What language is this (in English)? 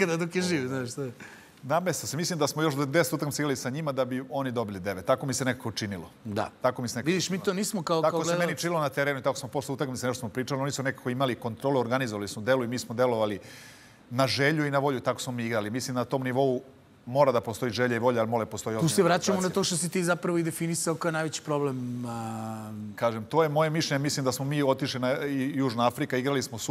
Serbian